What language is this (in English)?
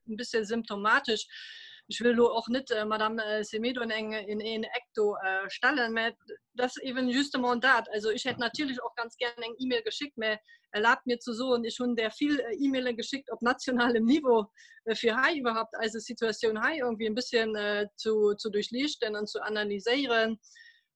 Luxembourgish